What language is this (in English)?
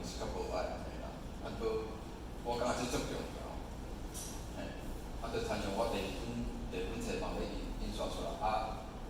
Min Nan Chinese